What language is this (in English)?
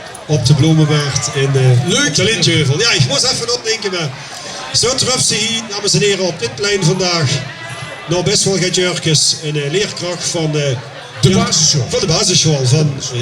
Limburgish